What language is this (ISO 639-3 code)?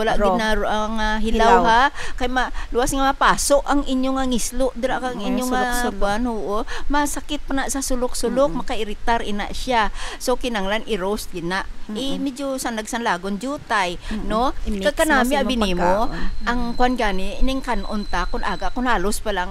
hil